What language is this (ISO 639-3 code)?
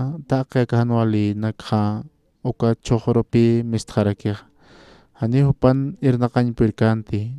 aym